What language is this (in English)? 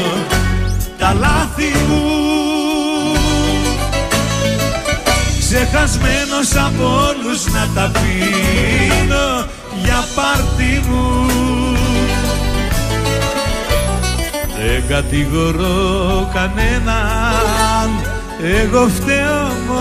Greek